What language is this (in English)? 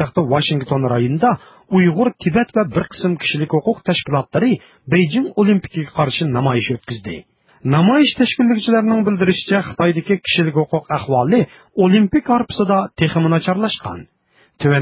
Uyghur